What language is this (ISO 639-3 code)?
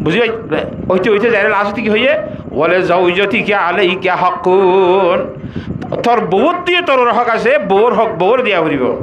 rhg